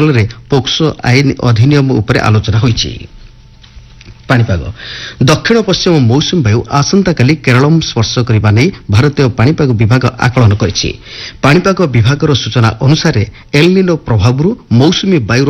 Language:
Odia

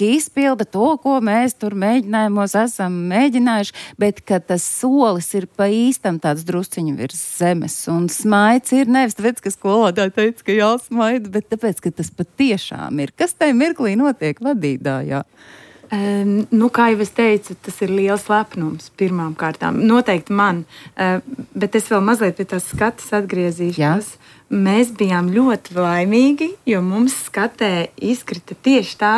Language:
Latvian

